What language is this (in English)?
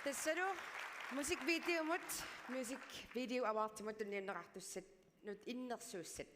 Kalaallisut